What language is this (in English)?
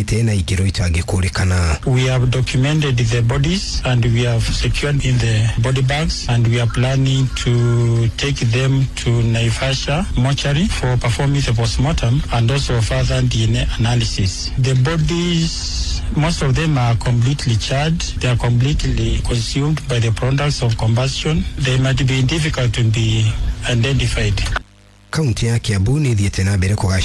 Kikuyu